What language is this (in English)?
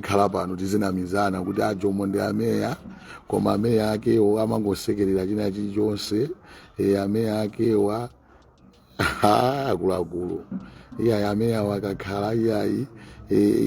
Nyanja